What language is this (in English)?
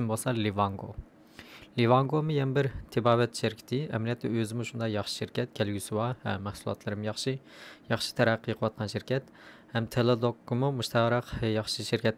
Uyghur